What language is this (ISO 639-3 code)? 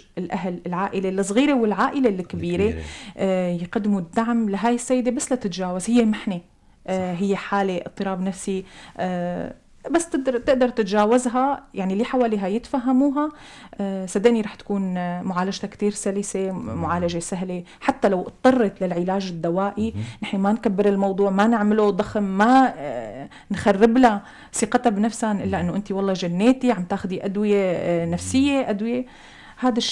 apc